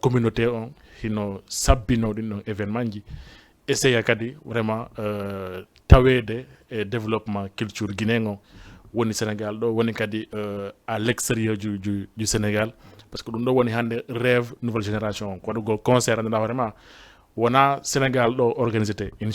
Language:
Fula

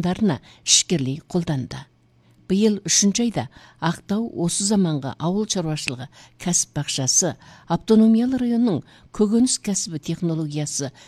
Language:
Kazakh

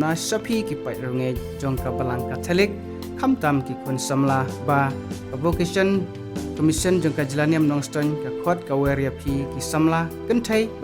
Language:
Khasi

